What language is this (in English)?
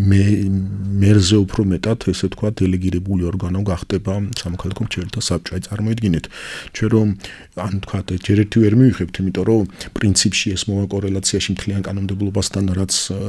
Georgian